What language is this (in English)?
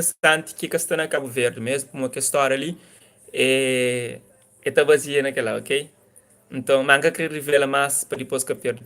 Kabuverdianu